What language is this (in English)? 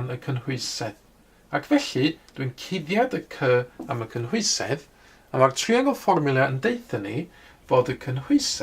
Welsh